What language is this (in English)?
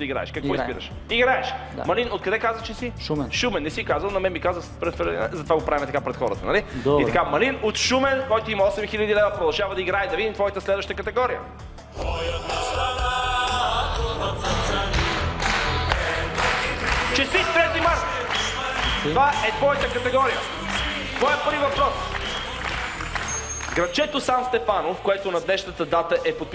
Bulgarian